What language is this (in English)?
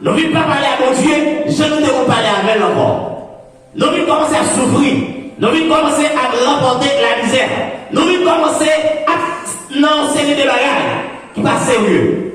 Haitian Creole